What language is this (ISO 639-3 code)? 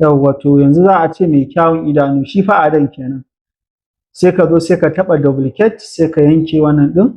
hau